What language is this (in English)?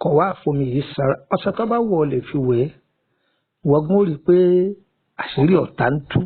Yoruba